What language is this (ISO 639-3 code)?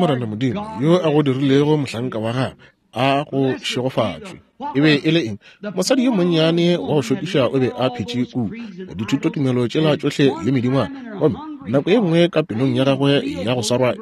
nso